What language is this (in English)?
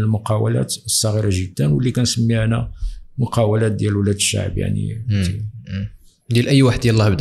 Moroccan Arabic